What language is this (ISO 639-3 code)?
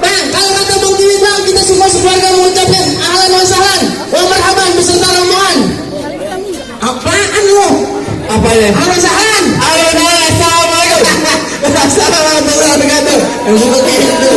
bew